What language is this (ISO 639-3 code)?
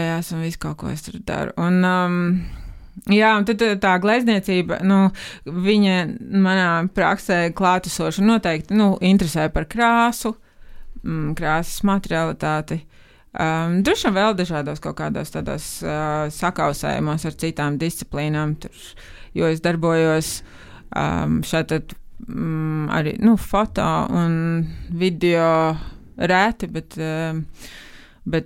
lav